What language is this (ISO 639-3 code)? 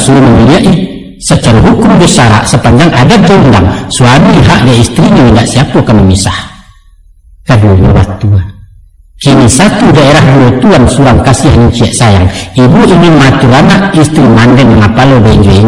min